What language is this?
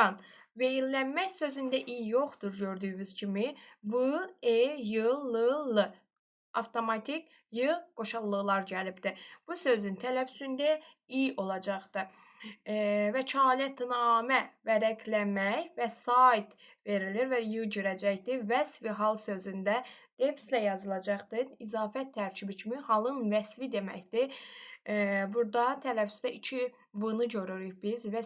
Azerbaijani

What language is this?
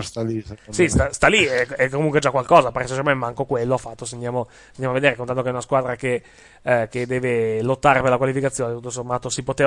Italian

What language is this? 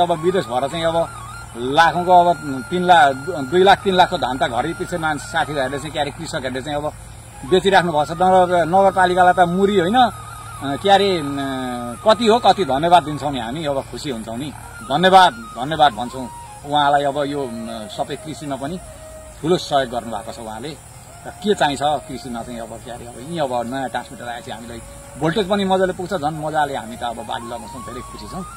Nepali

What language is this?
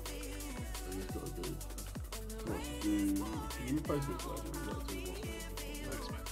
English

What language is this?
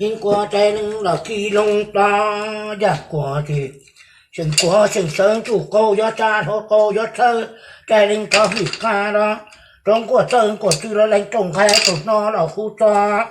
Hmong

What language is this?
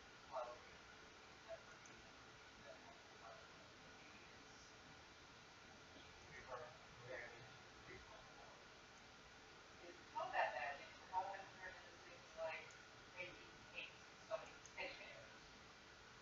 English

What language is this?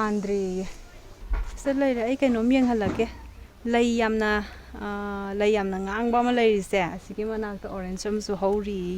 Manipuri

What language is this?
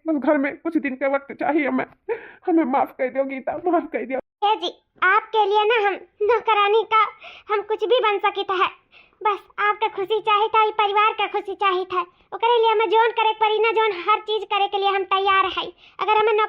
Awadhi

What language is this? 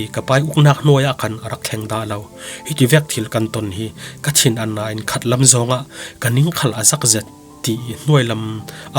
Falam Chin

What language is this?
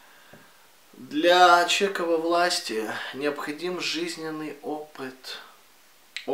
Russian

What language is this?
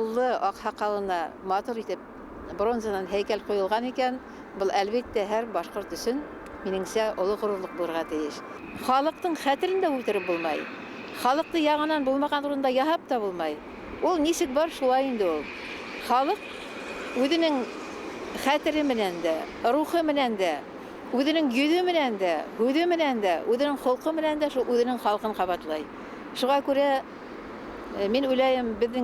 Bashkir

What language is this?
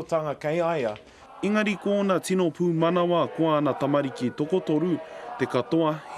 Māori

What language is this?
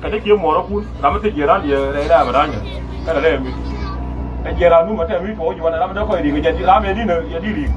Nuer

